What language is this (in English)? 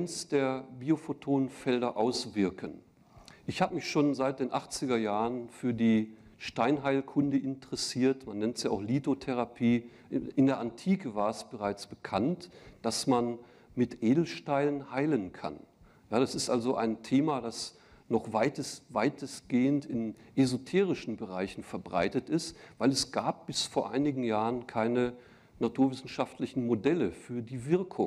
German